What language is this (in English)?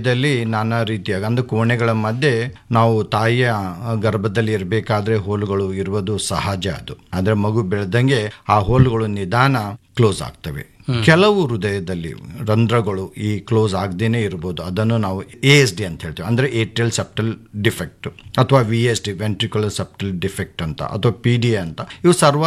Kannada